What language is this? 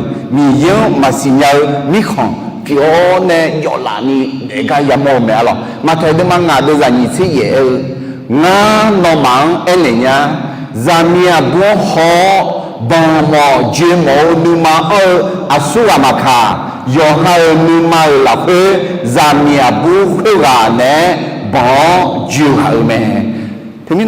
Akha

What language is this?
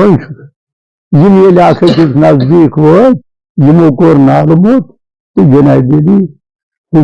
Kashmiri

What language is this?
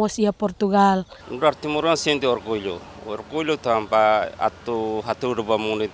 Tetum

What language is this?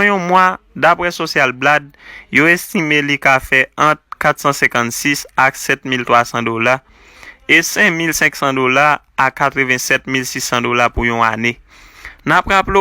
Haitian Creole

